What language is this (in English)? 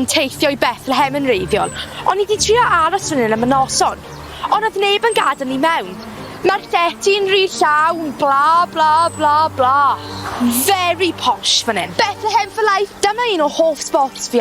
Welsh